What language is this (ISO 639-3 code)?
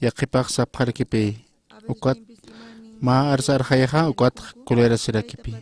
aym